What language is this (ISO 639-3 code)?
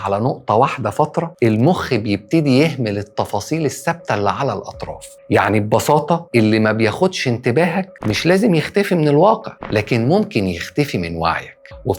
arz